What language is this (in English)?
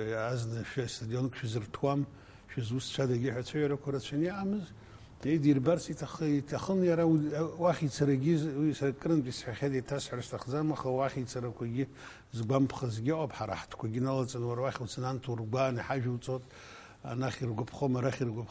Abkhazian